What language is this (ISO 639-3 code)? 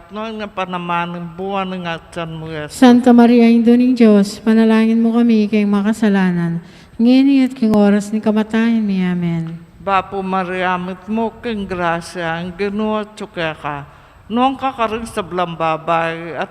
pam